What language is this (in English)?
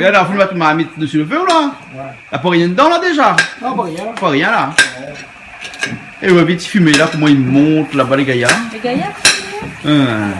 Réunion Creole French